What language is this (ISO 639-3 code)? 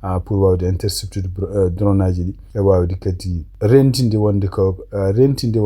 ful